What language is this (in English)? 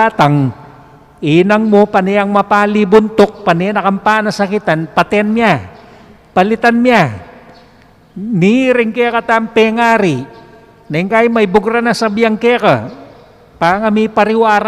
Pampanga